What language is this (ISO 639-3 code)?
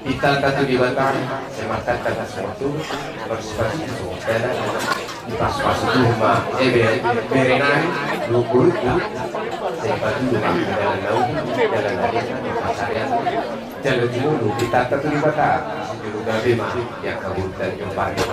bbc